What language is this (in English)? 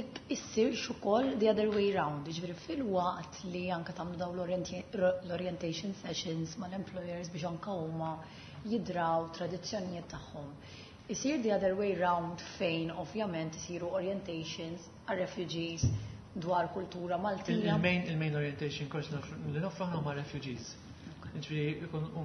Maltese